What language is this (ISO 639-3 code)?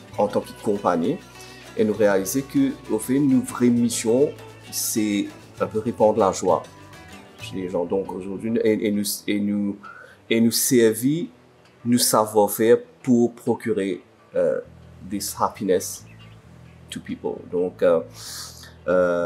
mfe